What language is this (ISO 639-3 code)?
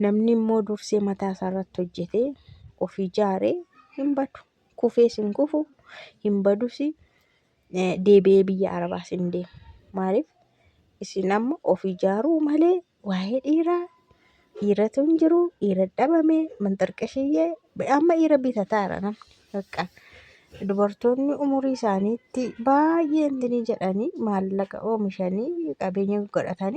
orm